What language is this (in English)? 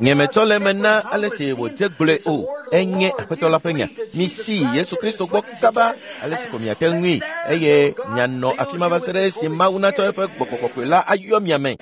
Ewe